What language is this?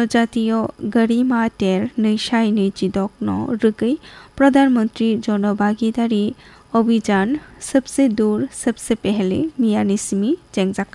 Kok Borok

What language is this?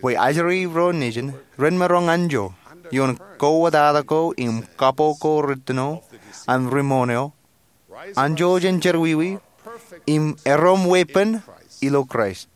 Marshallese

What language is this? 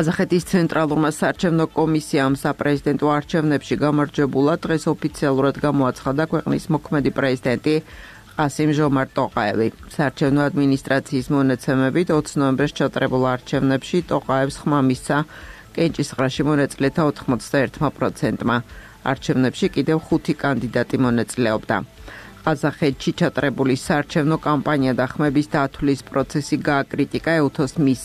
Georgian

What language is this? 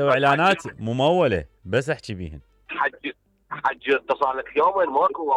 Mesopotamian Arabic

